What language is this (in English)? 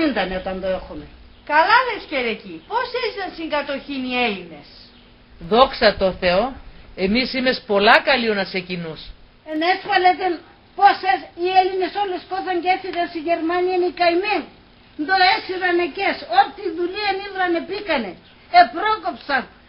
Pontic